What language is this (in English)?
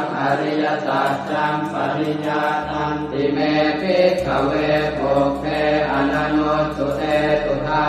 Pali